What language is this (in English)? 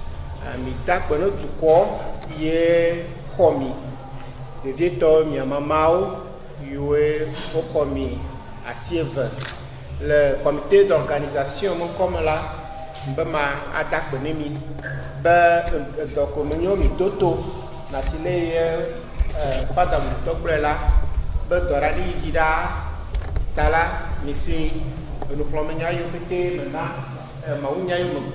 Ewe